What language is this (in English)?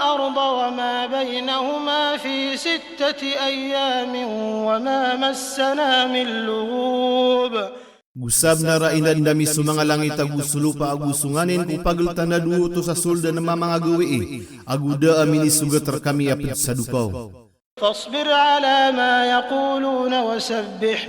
Maranao